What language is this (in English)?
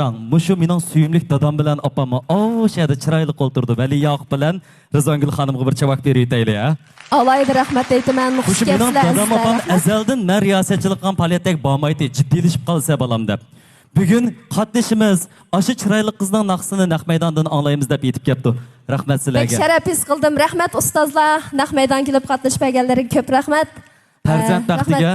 Uyghur